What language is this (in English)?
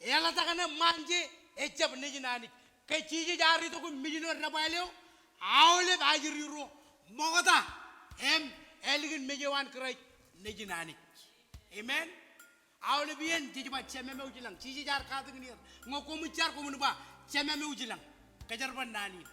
Marshallese